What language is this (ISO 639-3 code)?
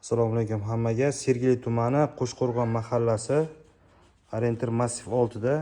uzb